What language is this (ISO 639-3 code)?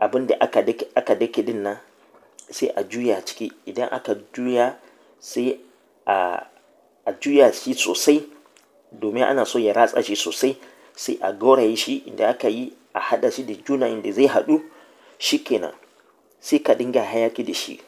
hau